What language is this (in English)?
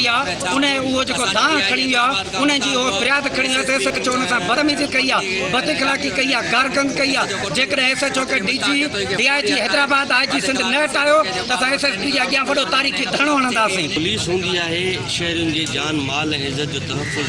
Sindhi